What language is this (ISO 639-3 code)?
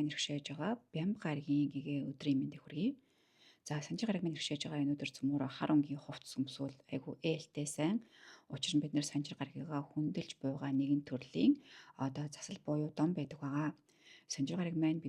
mon